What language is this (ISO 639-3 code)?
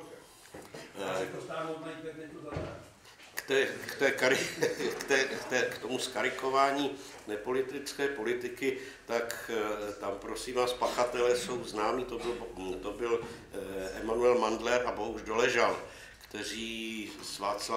ces